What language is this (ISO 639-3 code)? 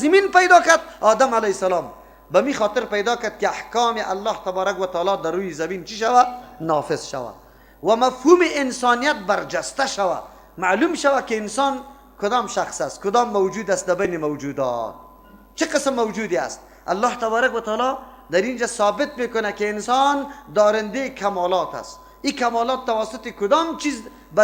fas